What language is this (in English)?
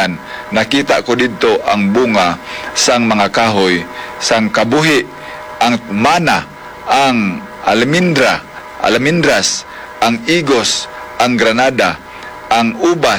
Hiligaynon